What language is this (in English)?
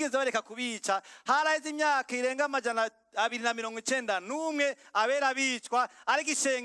Rundi